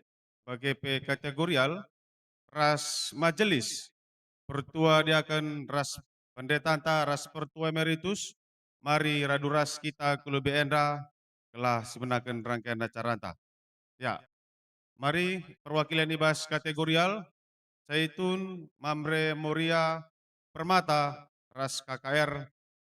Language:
Batak Karo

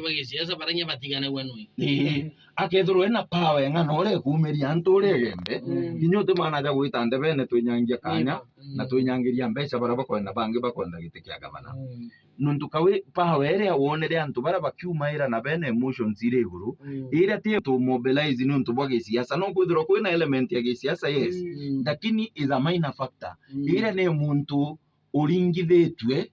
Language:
Meru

